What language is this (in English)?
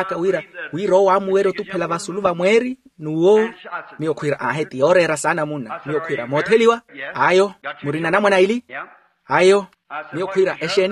Makhuwa